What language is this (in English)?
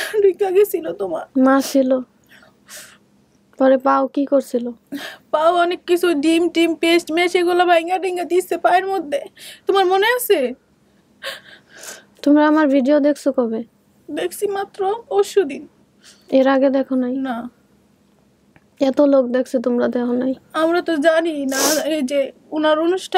Bangla